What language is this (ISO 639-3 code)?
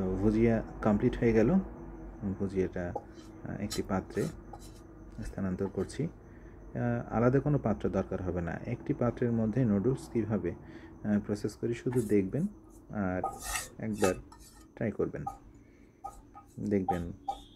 ben